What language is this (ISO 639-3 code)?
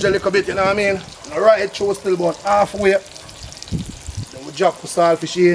jam